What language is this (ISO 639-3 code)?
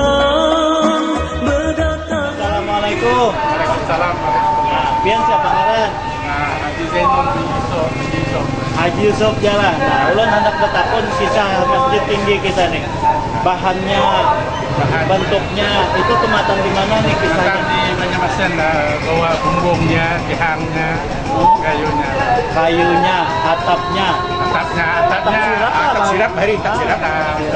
bjn